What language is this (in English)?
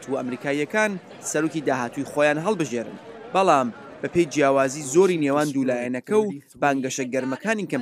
Central Kurdish